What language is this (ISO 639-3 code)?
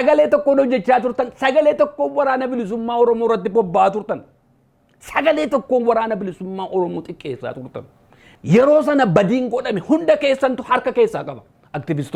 orm